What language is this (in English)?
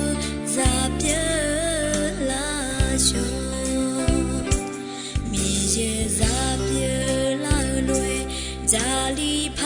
Akha